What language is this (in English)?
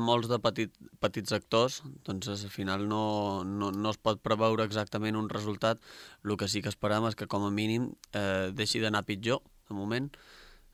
Catalan